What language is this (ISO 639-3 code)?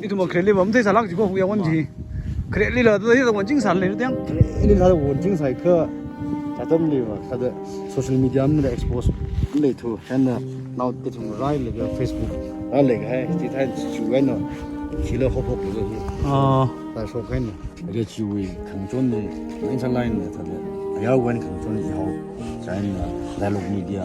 nmf